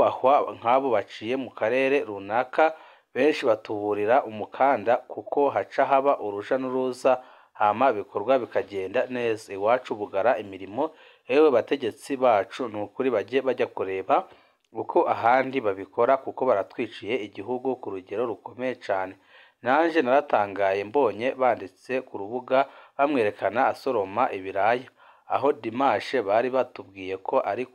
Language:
Rundi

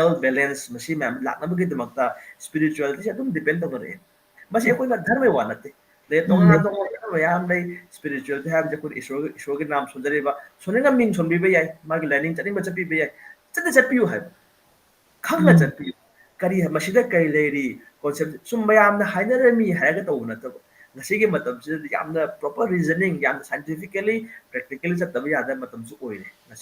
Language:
Manipuri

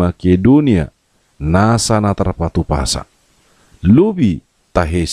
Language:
Batak Toba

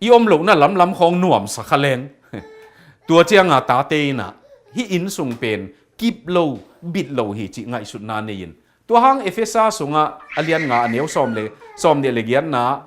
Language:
Tedim Chin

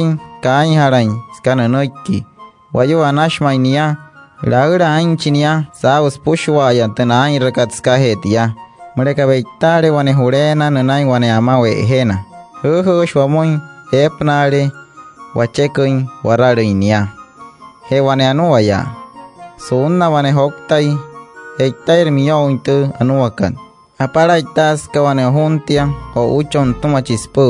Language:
Wayuu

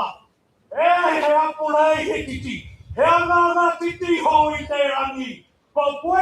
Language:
Māori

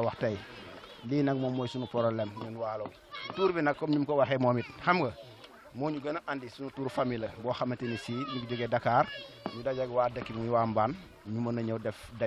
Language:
Wolof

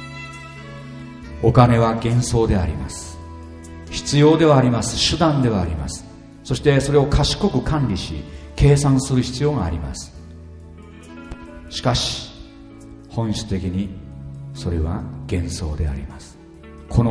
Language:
Japanese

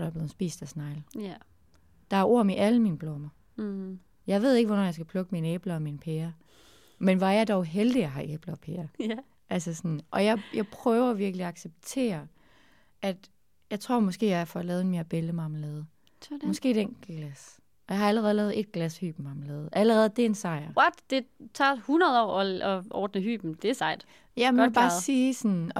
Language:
Danish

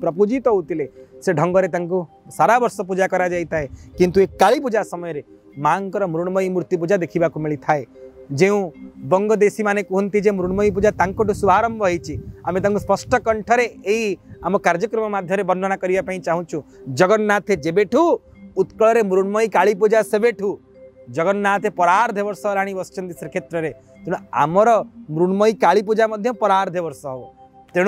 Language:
Odia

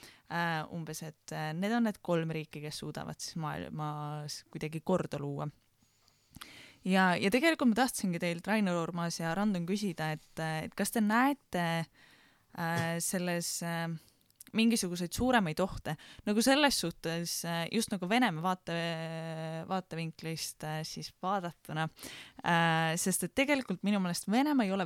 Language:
Estonian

